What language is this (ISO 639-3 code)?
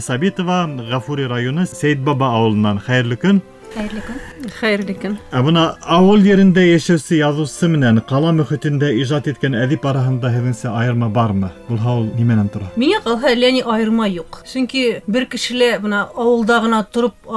bak